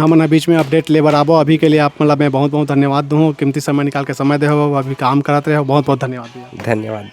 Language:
Chhattisgarhi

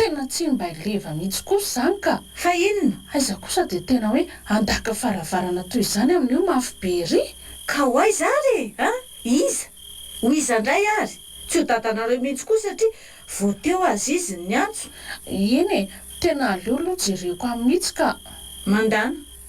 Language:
Malagasy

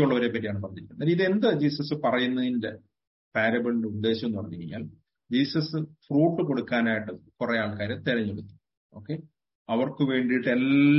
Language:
Malayalam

